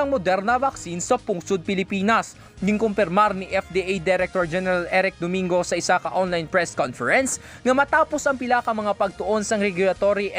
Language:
Hiligaynon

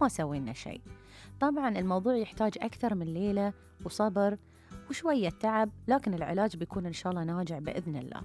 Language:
Gulf Arabic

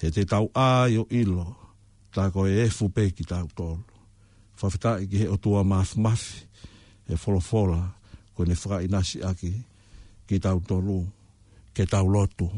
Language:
Tongan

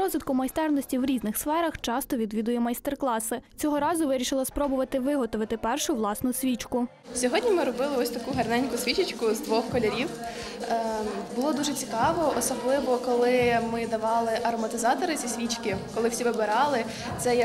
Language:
Ukrainian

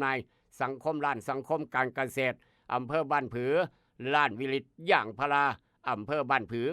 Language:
Northeastern Thai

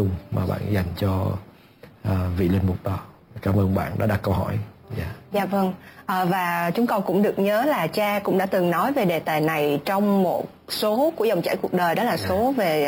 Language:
Vietnamese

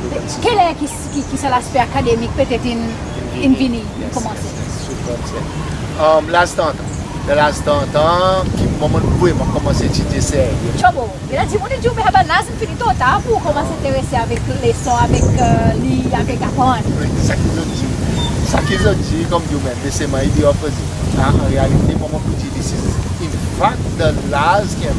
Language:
Seselwa Creole French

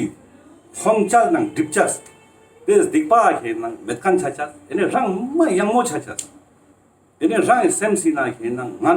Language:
Ladakhi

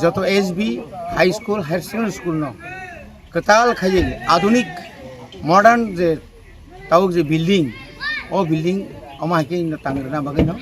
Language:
Kok Borok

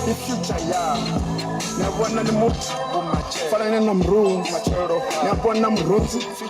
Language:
Venda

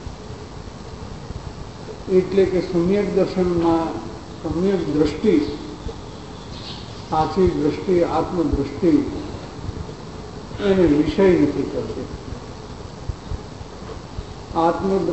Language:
Gujarati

